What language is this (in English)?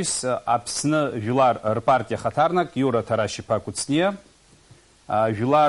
Abkhazian